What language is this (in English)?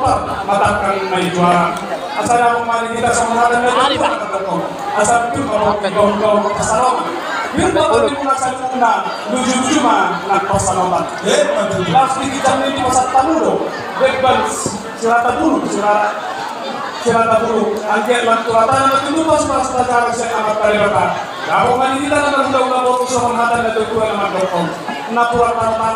Batak Toba